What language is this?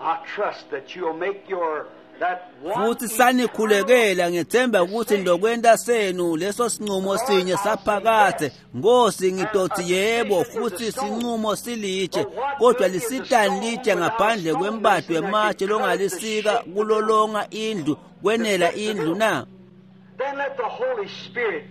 Swati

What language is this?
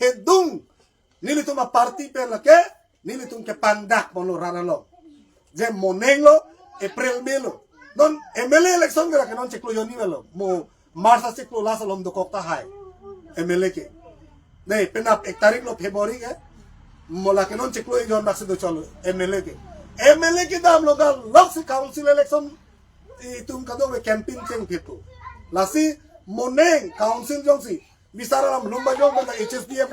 Karbi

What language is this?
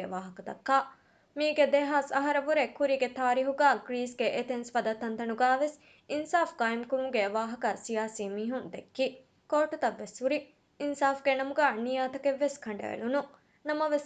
Divehi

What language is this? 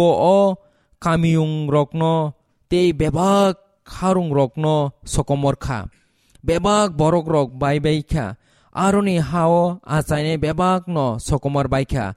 Kok Borok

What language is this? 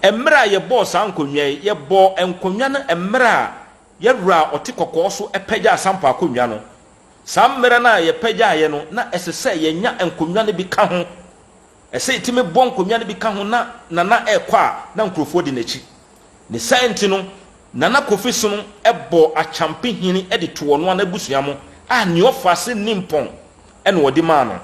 Akan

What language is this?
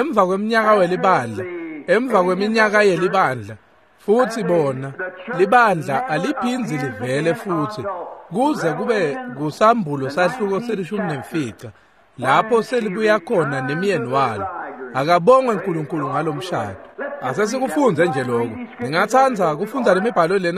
Swati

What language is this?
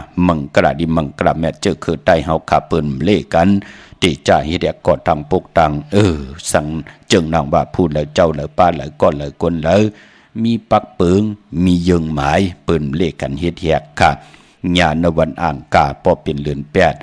Shan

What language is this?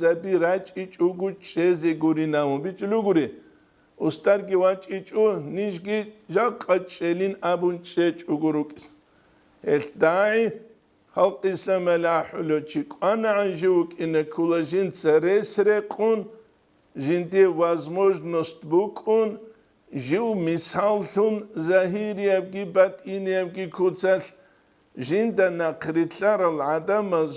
Avaric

